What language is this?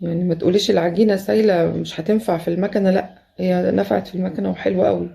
Egyptian Arabic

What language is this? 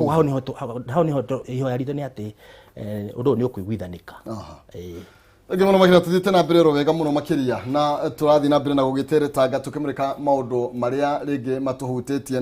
Kikuyu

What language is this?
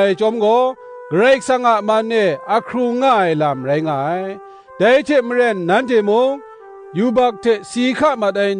Kachin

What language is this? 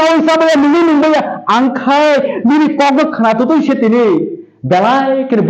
Kok Borok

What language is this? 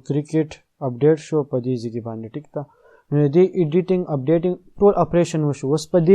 Pashto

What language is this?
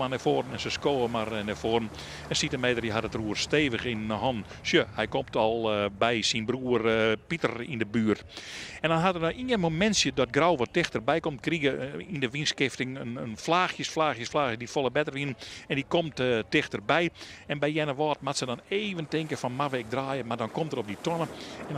Western Frisian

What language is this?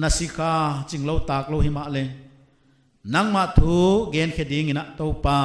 Paite Chin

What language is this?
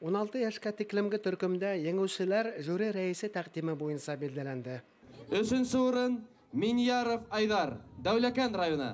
Bashkir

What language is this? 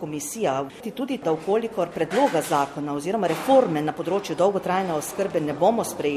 Slovenian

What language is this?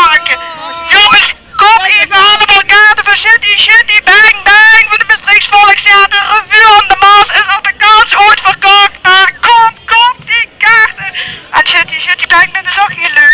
Limburgish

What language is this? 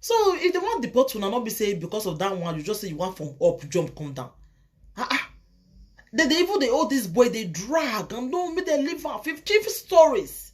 Nigerian Pidgin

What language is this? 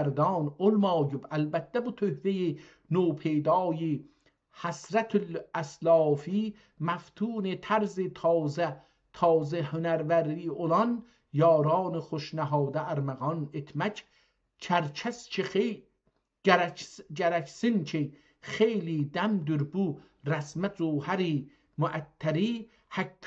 South Azerbaijani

